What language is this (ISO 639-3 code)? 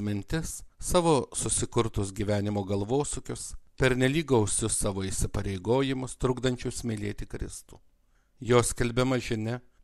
lit